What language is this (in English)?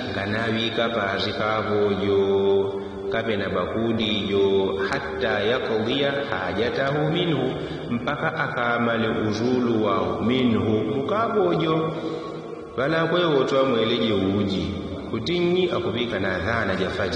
Yao